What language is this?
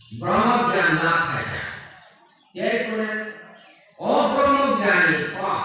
Kok Borok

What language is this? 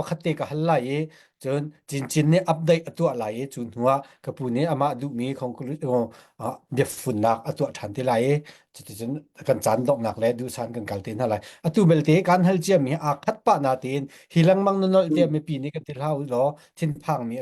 Hakha Chin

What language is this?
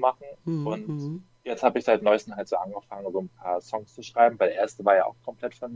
German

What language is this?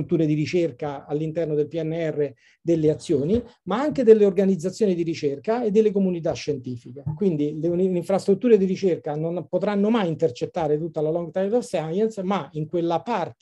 Italian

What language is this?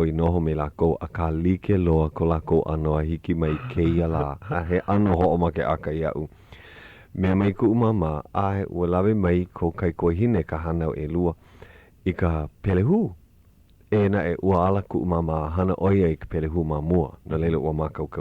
Hawaiian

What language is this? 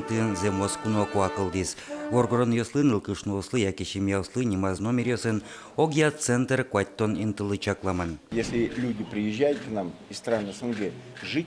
Udmurt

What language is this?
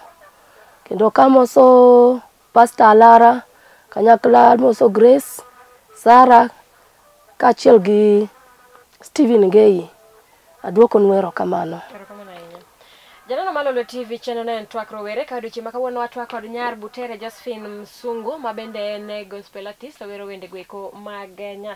Luo (Kenya and Tanzania)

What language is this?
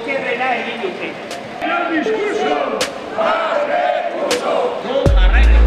Basque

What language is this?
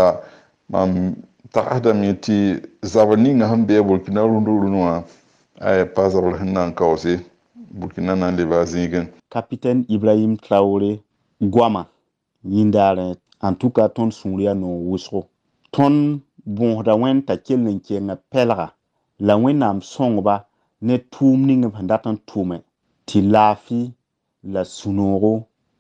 Mossi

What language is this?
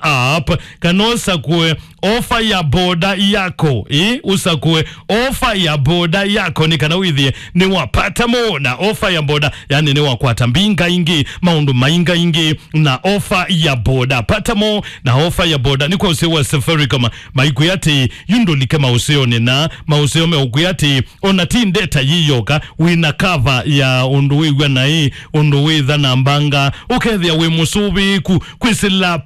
Kamba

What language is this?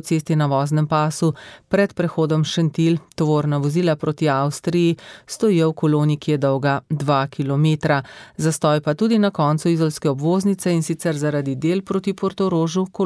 Slovenian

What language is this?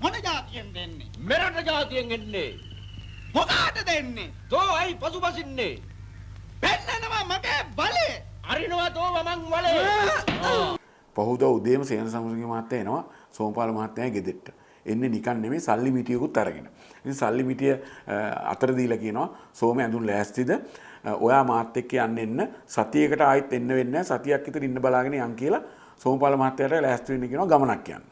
Sinhala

